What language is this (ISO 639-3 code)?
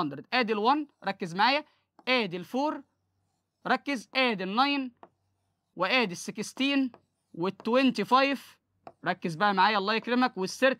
arz